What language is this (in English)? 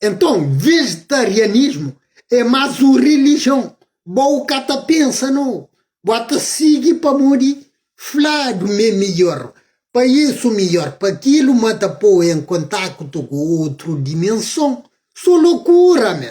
Kabuverdianu